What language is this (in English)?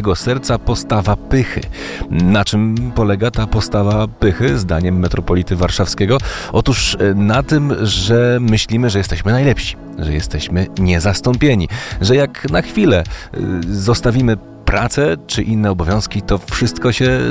Polish